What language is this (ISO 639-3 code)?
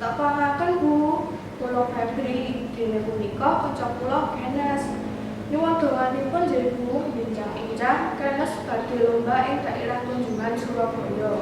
jav